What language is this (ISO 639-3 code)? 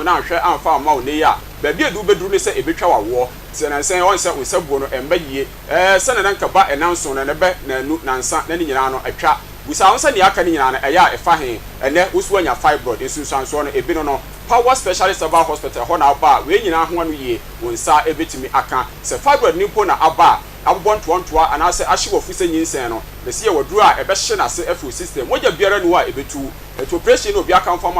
aka